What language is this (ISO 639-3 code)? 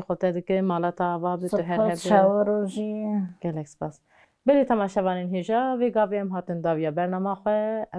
kur